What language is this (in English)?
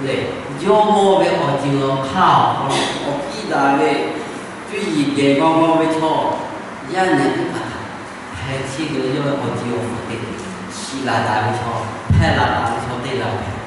Lahu